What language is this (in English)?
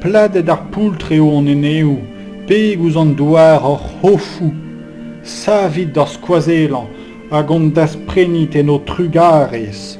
Breton